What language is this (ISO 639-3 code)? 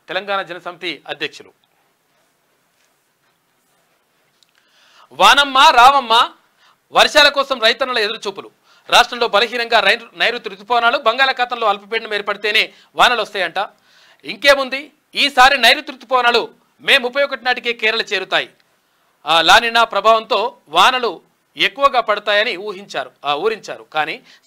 tel